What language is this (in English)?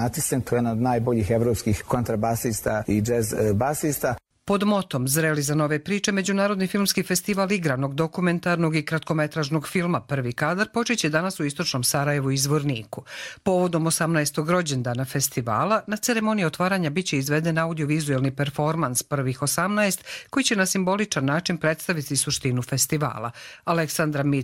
Croatian